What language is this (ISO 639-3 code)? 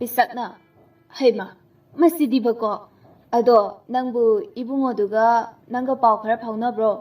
mni